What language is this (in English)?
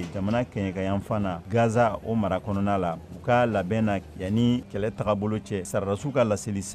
Bambara